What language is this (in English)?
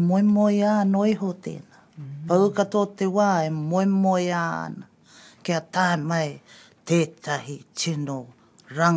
Māori